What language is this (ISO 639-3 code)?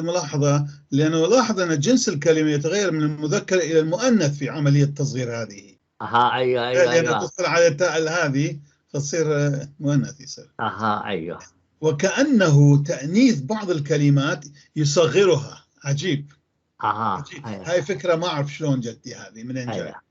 apc